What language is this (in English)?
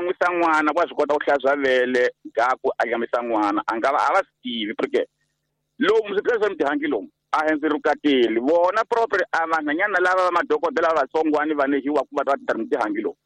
Tsonga